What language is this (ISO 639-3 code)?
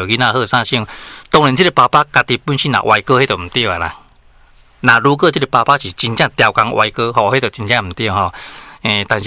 nan